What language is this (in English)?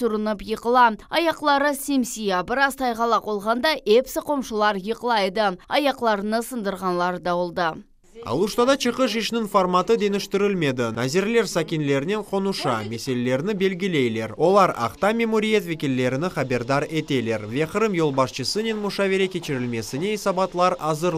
Crimean Tatar